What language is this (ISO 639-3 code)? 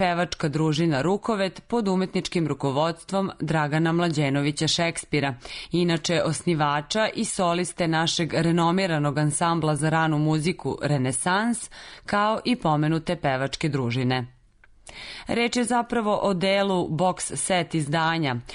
srp